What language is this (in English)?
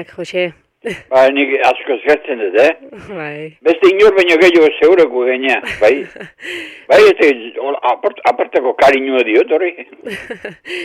Basque